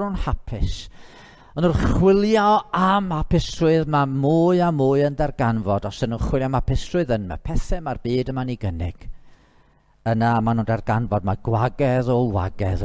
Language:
Welsh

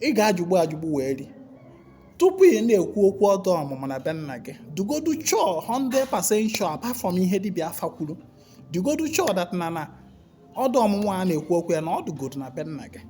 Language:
Igbo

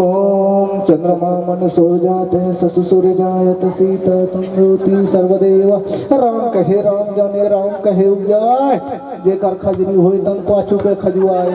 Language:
Chhattisgarhi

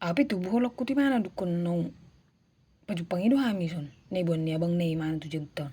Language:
Batak Toba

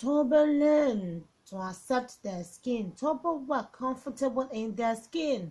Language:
Yoruba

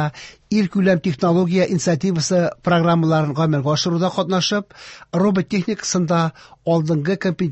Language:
Tatar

